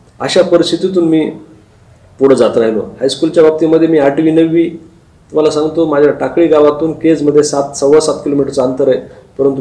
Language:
Marathi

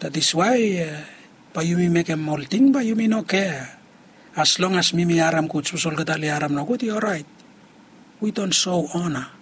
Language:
Bislama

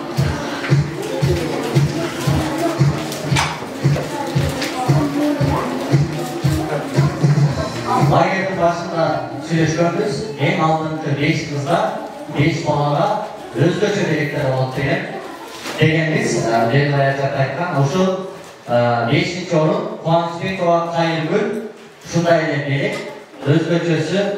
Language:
Kyrgyz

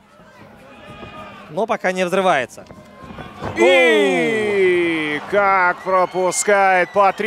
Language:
Russian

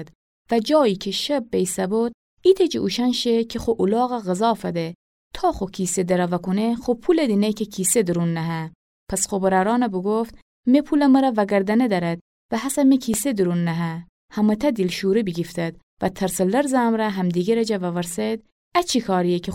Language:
Gilaki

